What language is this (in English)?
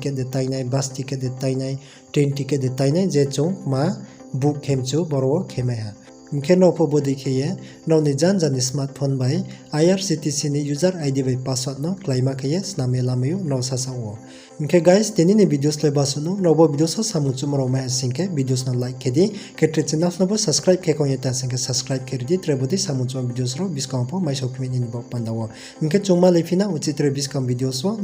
Riang (India)